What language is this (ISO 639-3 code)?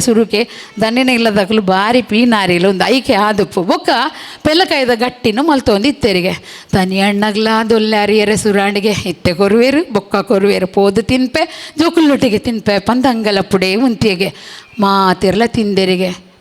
tcy